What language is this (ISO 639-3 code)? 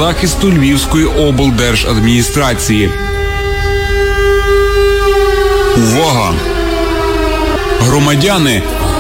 ukr